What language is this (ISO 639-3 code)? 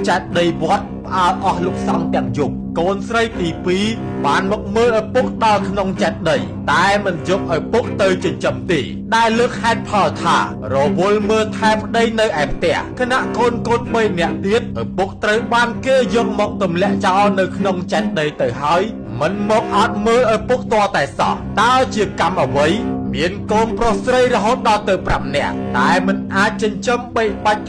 khm